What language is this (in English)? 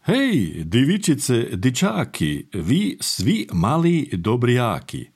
Serbian